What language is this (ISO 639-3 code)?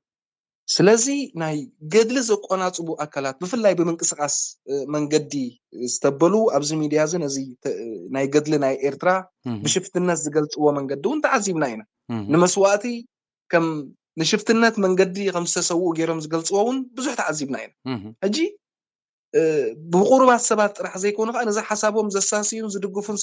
tir